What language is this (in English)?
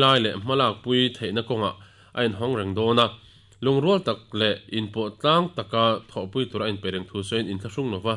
Mizo